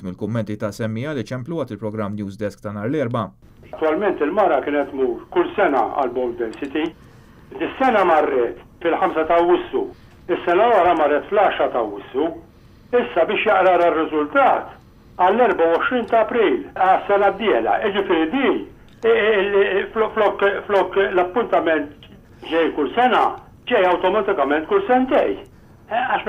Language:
Maltese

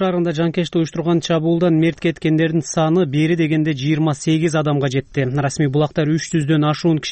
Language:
Kyrgyz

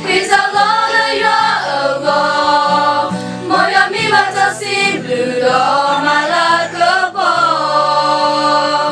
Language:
S'gaw Karen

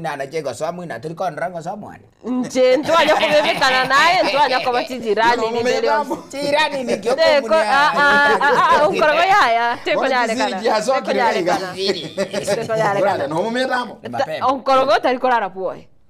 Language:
Gusii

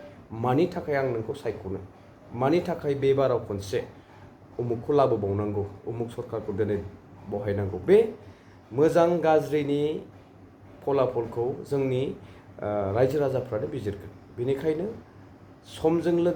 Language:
Bodo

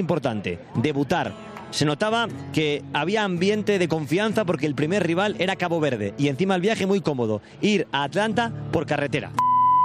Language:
Spanish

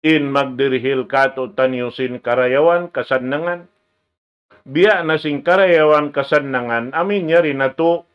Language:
Tausug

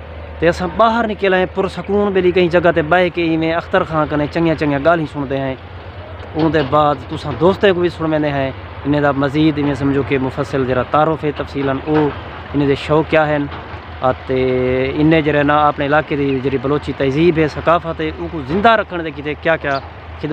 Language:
Saraiki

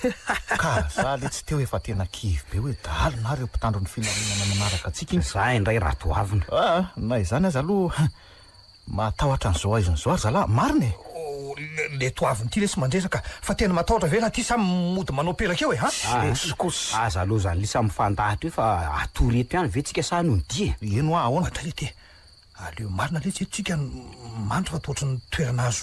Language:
Malagasy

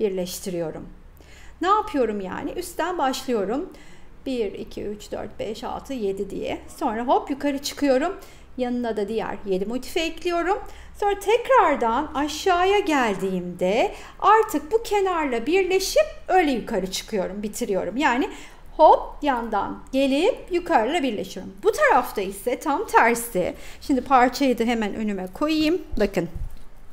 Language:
Turkish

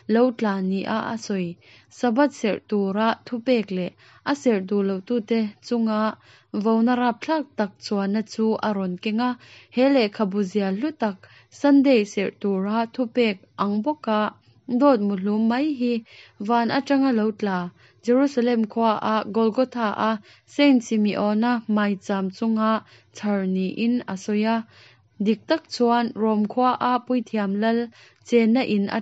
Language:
Mizo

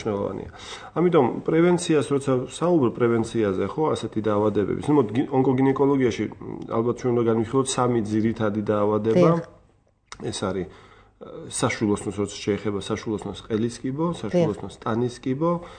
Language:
Georgian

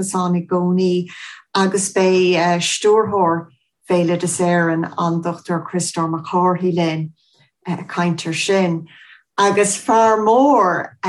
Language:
Irish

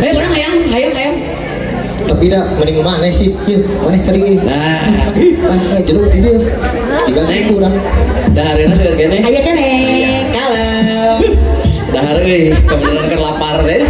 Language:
Sundanese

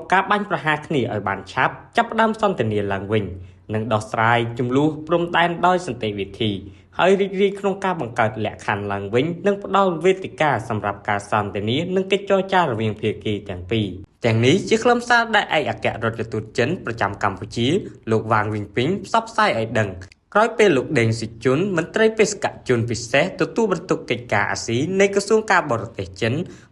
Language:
Khmer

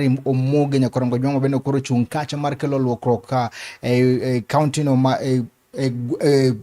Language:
Luo (Kenya and Tanzania)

